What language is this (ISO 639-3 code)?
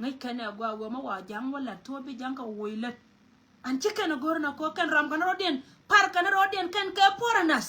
nus